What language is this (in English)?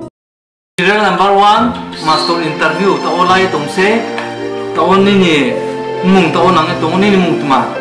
Riang (India)